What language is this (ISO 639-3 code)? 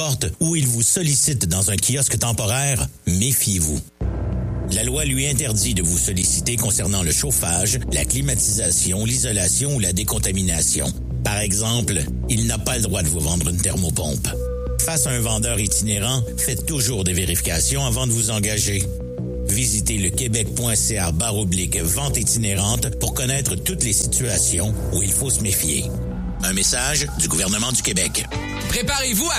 fra